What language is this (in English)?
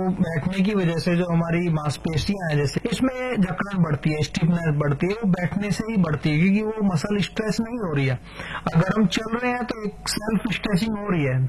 Hindi